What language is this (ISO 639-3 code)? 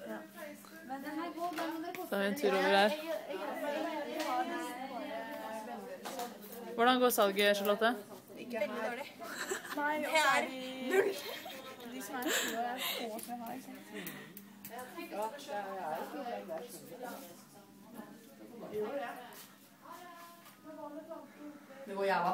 nor